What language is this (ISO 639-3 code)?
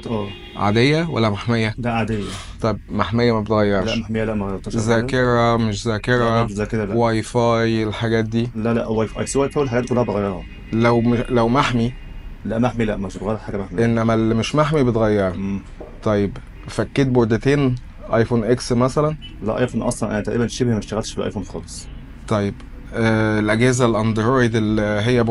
arz